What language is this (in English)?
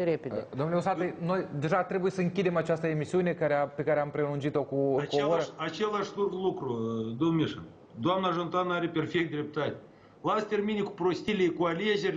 Romanian